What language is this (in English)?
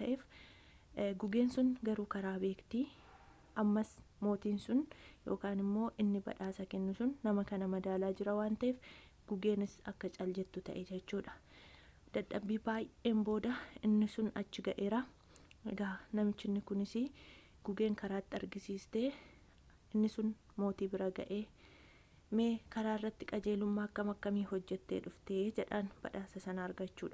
Oromo